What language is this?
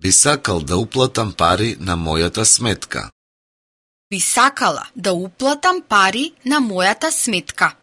Macedonian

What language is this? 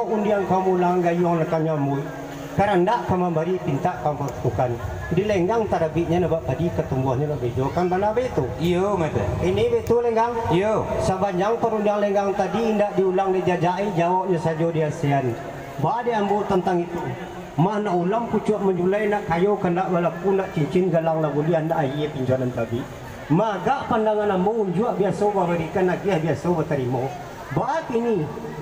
Minangkabau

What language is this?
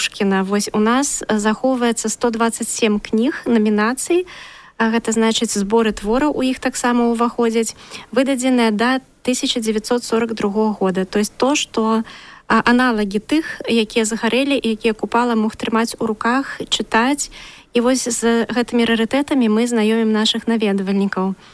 Belarusian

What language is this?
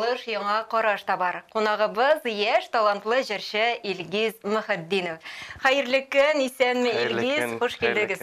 Tatar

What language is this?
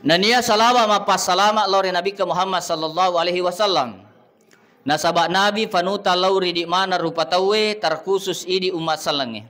Buginese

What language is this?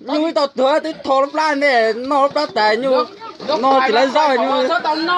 Hmong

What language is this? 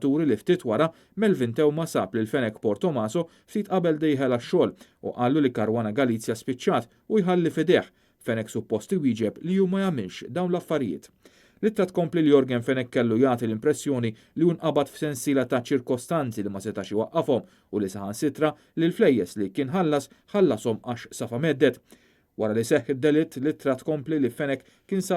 Maltese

